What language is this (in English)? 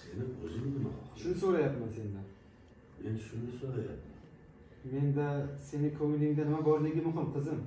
Uzbek